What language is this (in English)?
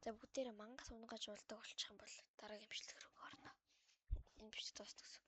Mongolian